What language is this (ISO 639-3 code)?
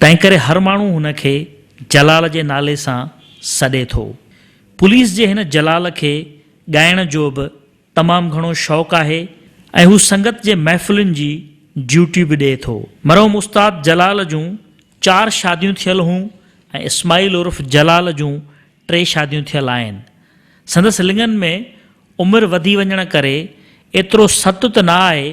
snd